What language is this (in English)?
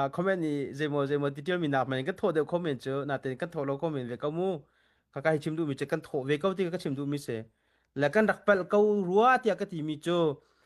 Hakha Chin